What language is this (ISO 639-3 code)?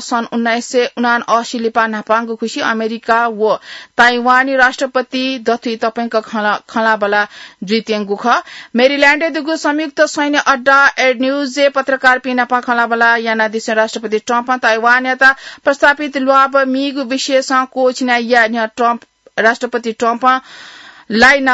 new